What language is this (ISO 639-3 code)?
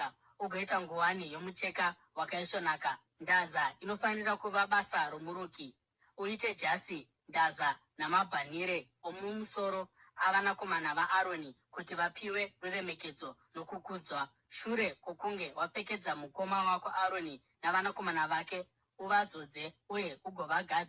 sna